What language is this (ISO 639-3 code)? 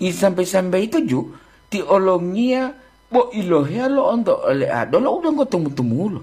gor